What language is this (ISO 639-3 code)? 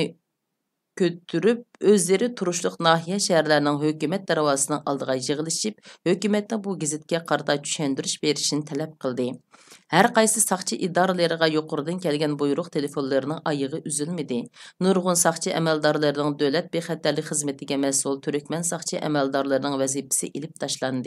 uig